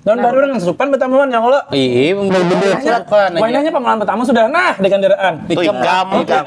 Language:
Banjar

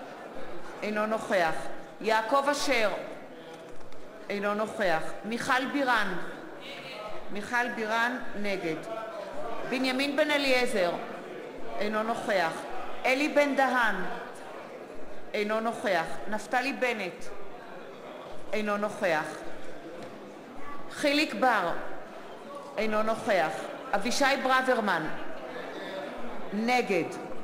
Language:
Hebrew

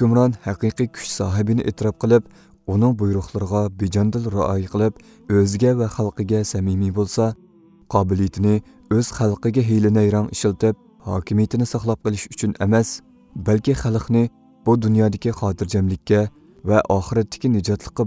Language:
Uyghur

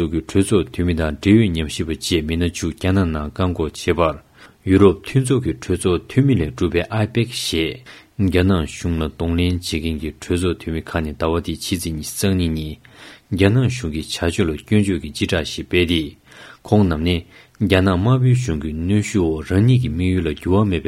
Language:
Tibetan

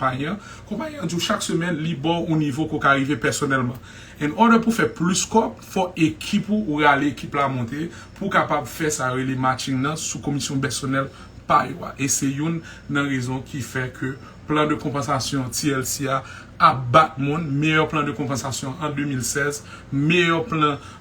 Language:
Haitian Creole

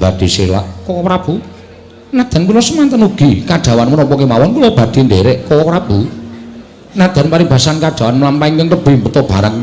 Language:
Javanese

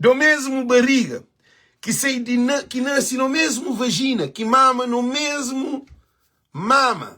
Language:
Kabuverdianu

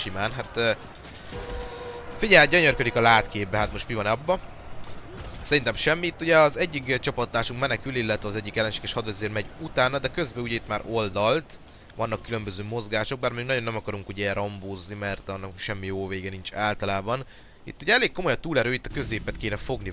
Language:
Hungarian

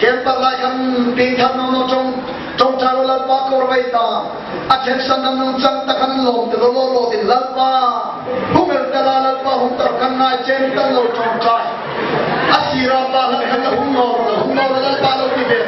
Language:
Hmar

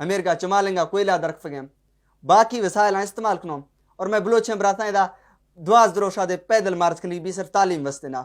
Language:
Baluchi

